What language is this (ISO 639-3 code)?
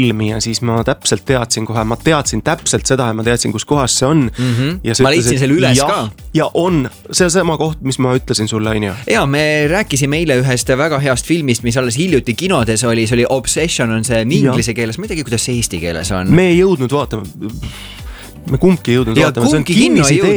est